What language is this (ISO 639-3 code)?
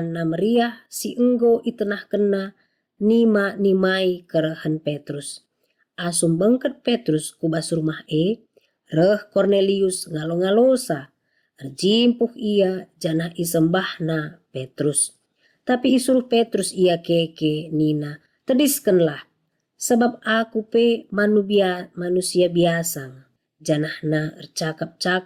btx